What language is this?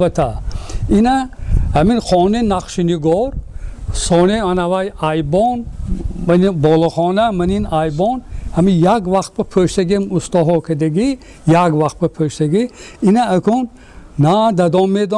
Tajik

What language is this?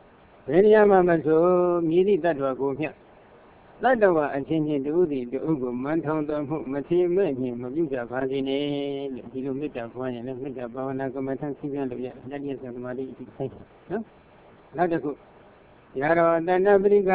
Burmese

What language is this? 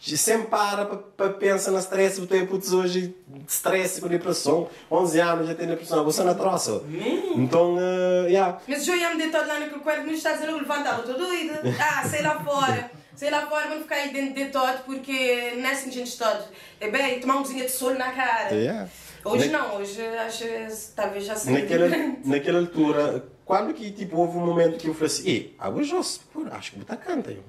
Kabuverdianu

